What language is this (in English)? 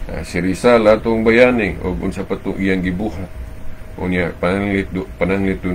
Cebuano